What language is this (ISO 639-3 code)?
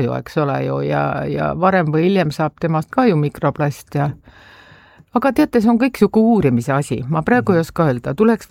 est